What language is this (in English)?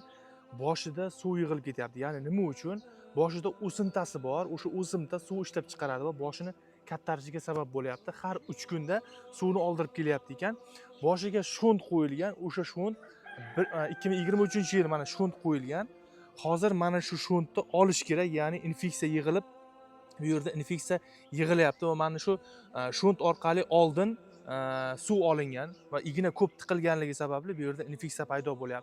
Uzbek